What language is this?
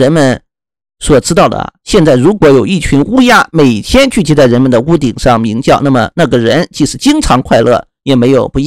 Chinese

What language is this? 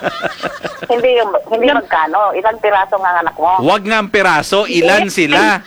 Filipino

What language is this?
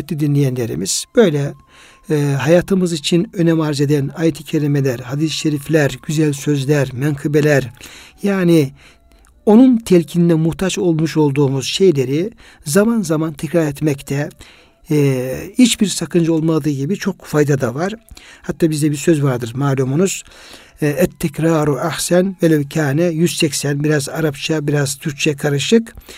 Turkish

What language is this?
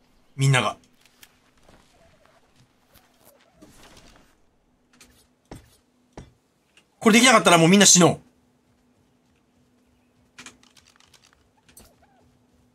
Japanese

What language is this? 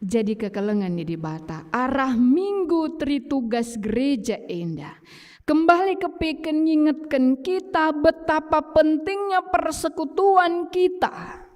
Batak Karo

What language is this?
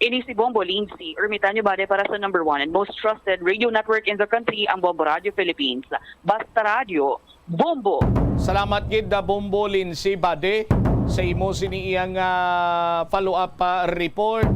Hiligaynon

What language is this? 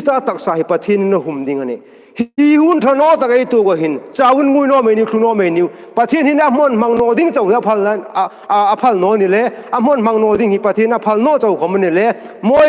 Hmar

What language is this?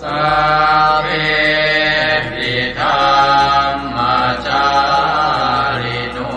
Pali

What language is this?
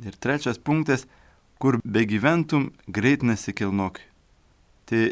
Lithuanian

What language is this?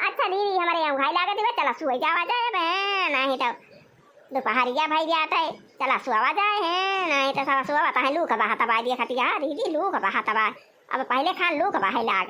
Awadhi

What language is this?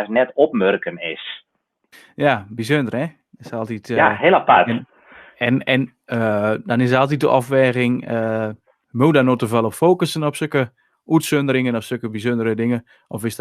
Western Frisian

